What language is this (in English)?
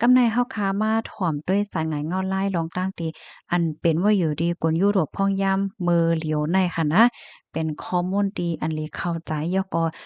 Shan